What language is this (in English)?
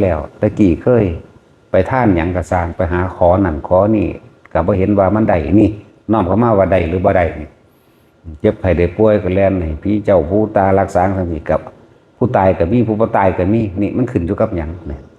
Northeastern Thai